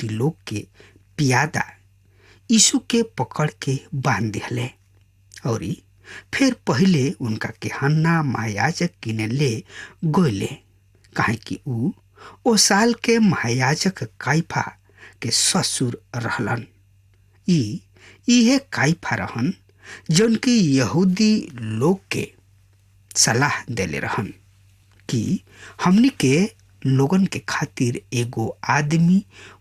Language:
Bhojpuri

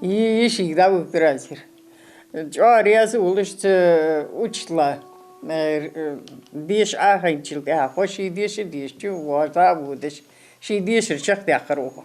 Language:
Ingush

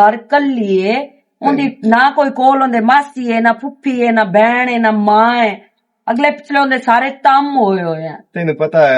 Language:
Western Panjabi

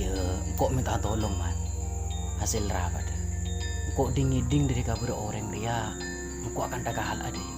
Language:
Madurese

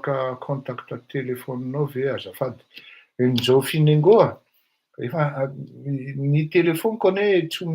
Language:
Malagasy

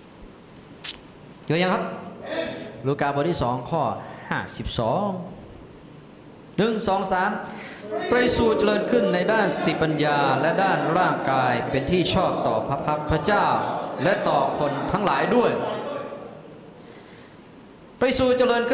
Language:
Thai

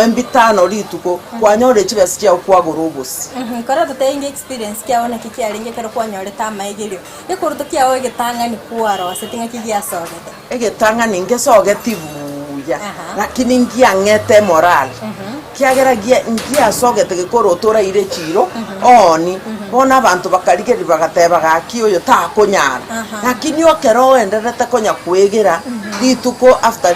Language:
Gusii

